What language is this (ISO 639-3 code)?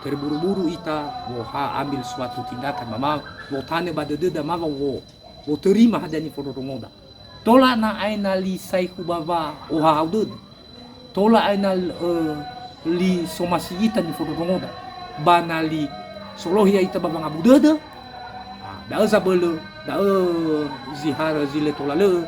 nia